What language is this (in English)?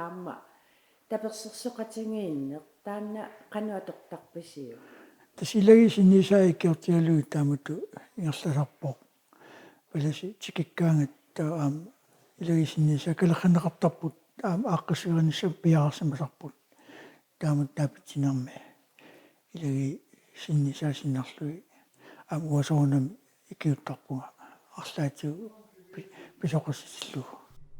Kalaallisut